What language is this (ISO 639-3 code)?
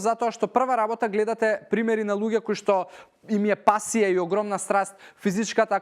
mkd